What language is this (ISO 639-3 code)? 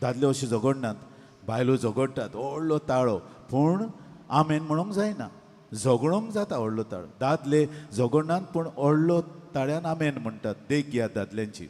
kok